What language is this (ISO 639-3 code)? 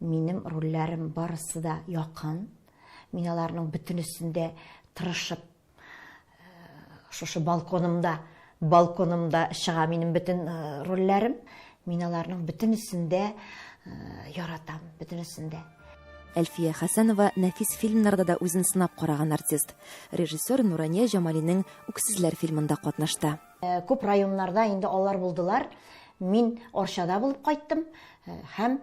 tat